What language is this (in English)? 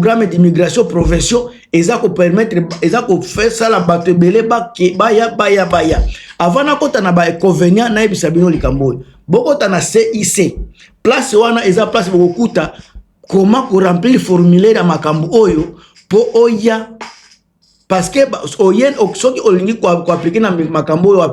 Lingala